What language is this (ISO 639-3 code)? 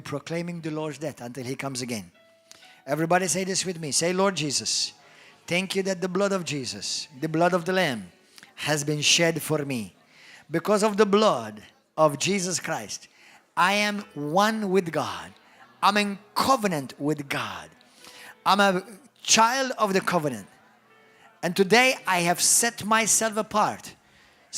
eng